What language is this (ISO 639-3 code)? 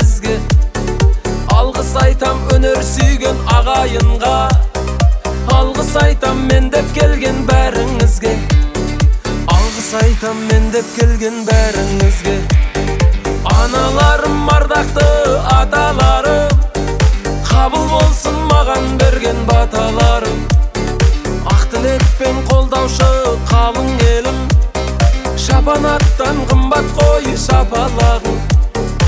kaz